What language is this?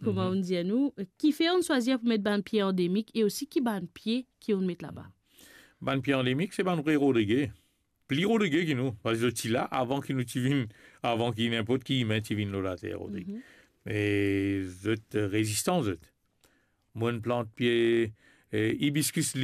Morisyen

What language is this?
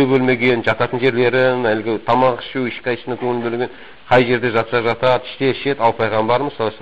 Kazakh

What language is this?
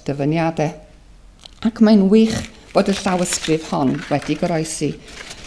Welsh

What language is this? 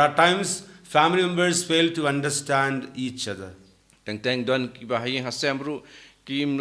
Khasi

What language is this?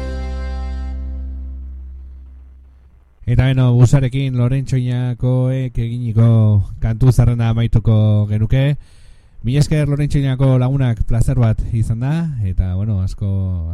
Basque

